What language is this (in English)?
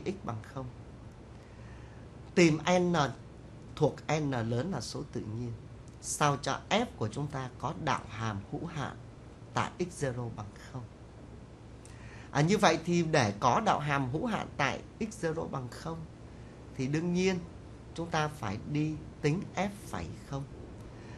Vietnamese